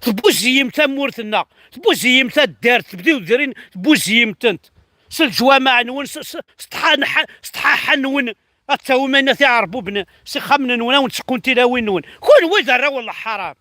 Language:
Kabyle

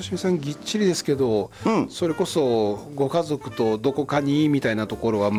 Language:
Japanese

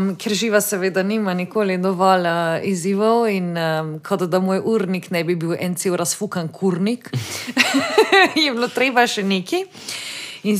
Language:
Slovenian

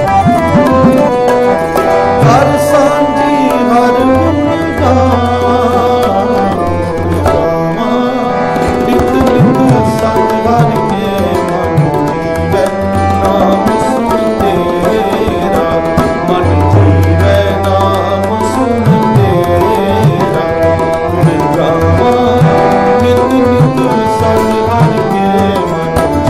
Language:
Punjabi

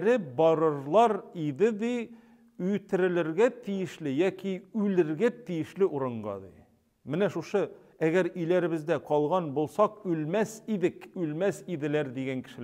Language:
Tatar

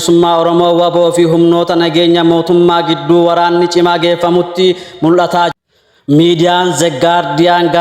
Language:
Oromo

